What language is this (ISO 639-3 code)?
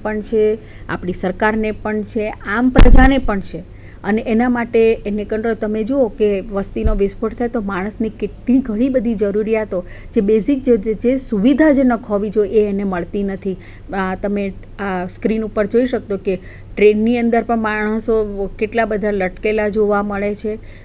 guj